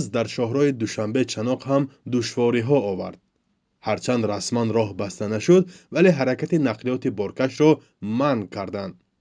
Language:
Tajik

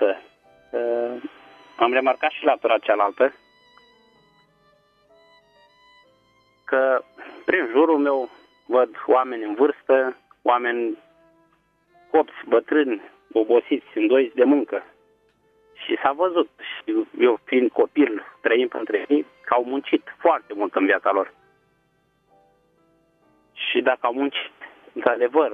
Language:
Romanian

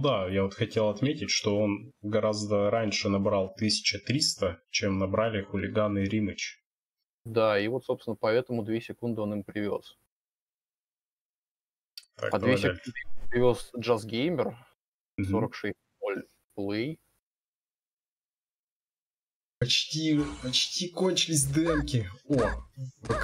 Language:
Russian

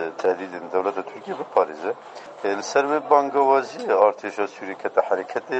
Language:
Kurdish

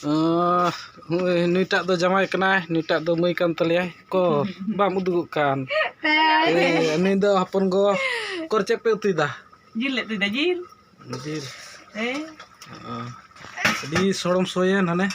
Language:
Santali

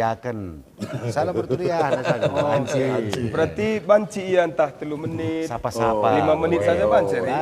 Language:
Batak Karo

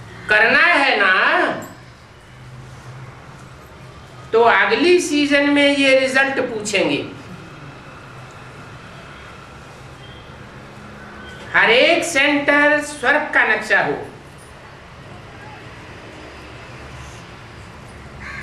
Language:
Hindi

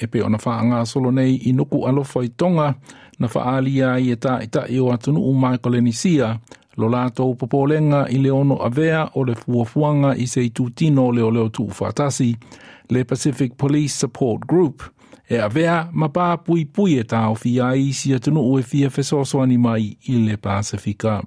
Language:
Samoan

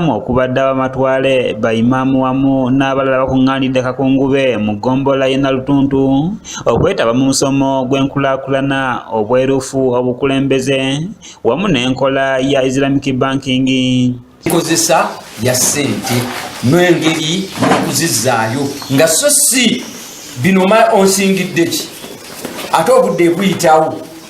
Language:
Ganda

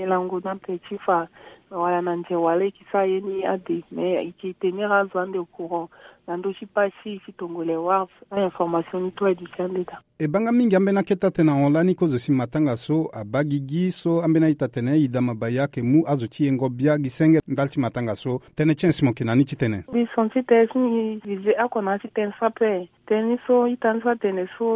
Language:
Sango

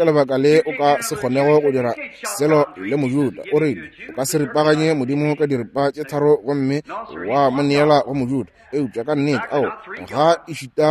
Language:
Northern Sotho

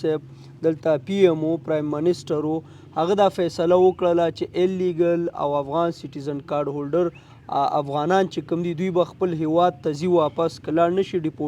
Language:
Pashto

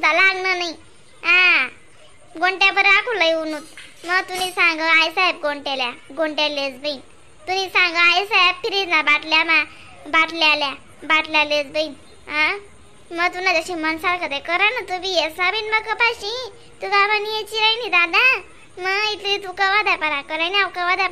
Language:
Khandesi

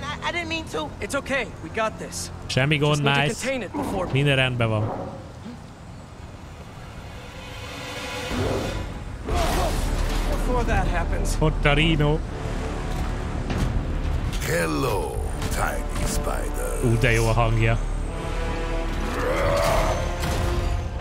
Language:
Hungarian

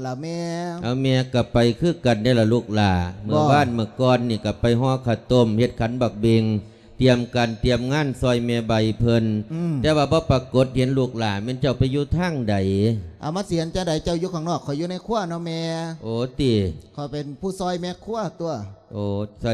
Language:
Lao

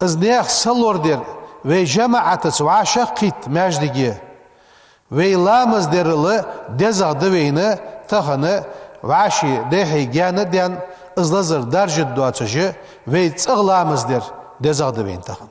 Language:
Ingush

